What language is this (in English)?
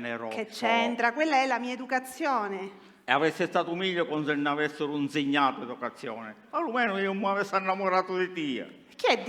Sicilian